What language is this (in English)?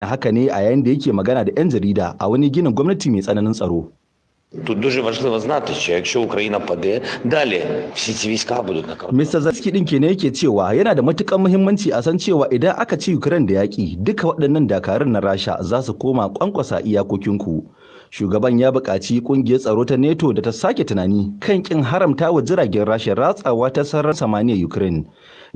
Hausa